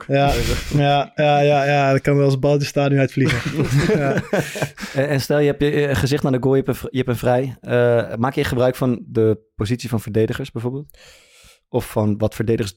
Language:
Dutch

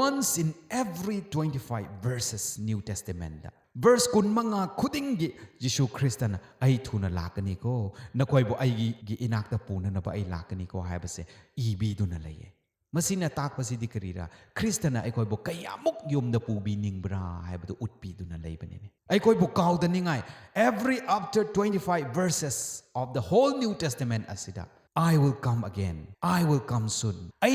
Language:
Manipuri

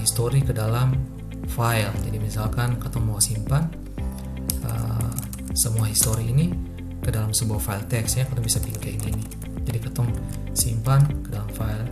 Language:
Ambonese Malay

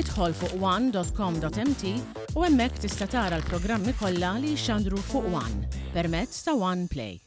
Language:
Maltese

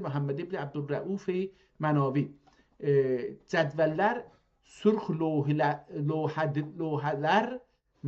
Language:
South Azerbaijani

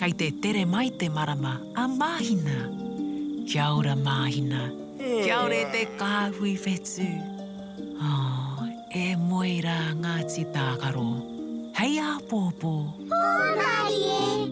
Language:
Māori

